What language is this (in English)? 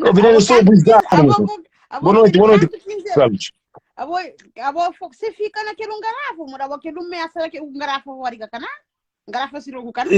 Kabuverdianu